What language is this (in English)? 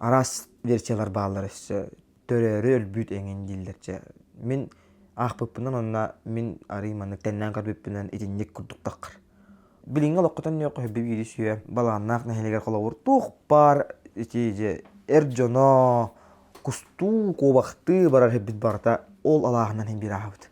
Yakut